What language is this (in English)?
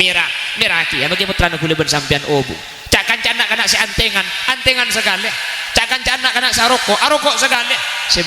Madurese